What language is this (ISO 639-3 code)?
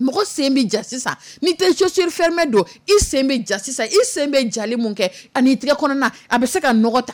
dyu